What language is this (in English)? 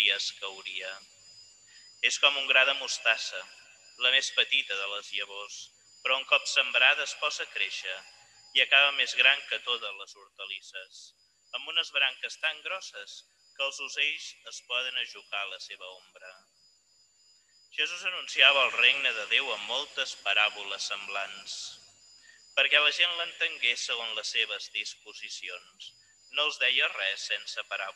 Catalan